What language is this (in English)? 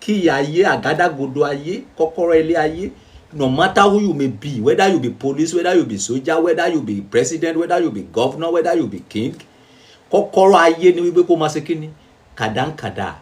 Yoruba